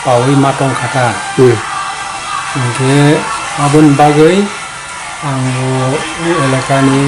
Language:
Kok Borok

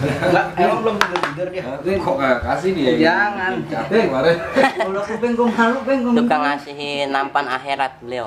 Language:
Betawi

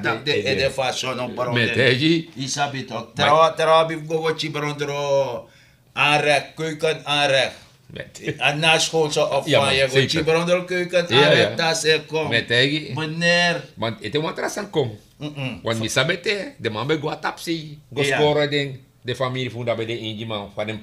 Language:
Sranan Tongo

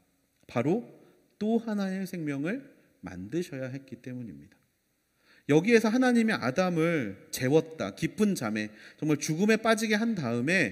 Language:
Korean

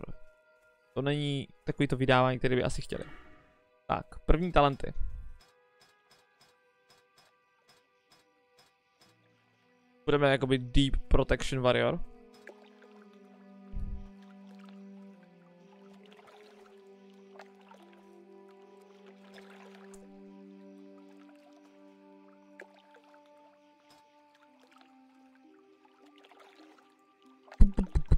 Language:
Czech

